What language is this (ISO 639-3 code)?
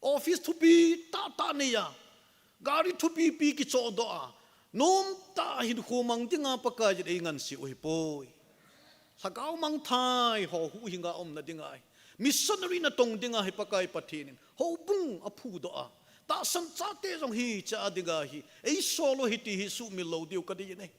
tcz